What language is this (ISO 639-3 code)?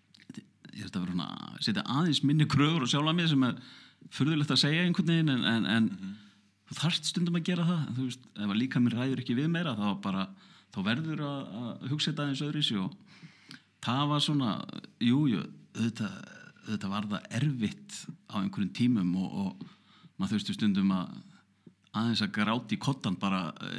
isl